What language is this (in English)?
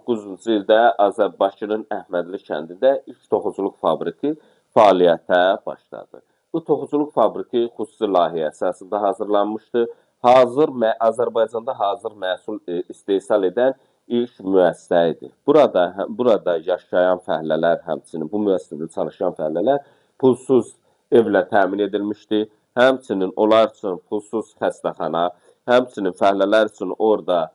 Azerbaijani